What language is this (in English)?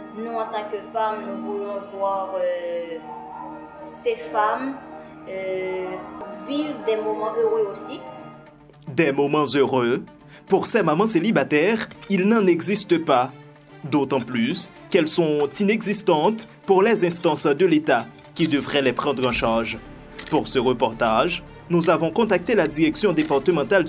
French